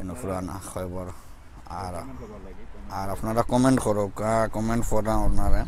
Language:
Sylheti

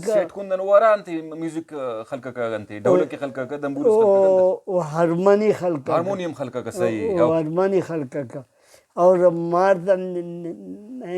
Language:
Brahui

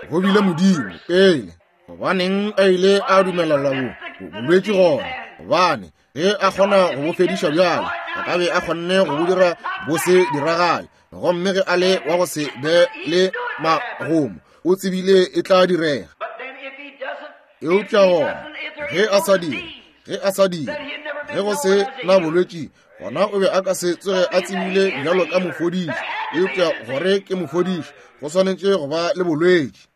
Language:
Northern Sotho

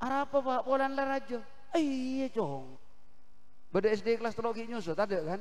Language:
Madurese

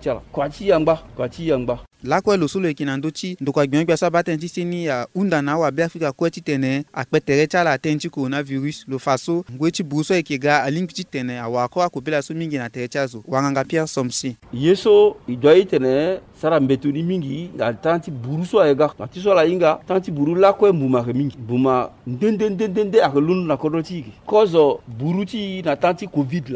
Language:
Sango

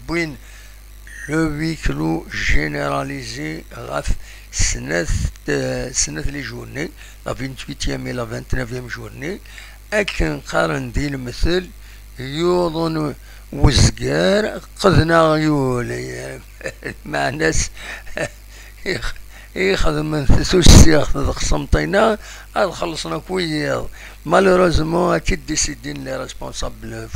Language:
Kabyle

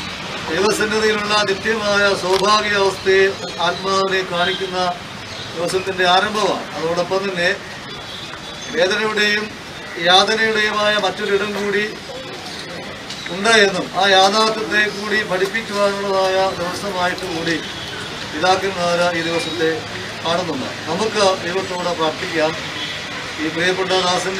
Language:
Malayalam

